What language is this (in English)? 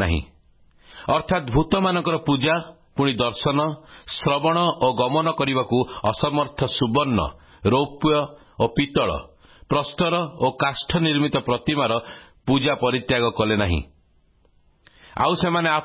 Odia